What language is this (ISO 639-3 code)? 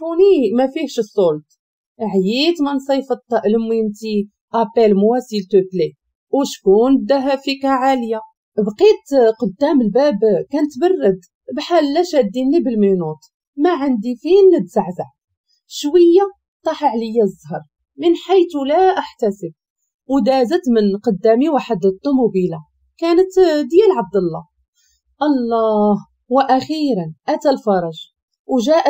ary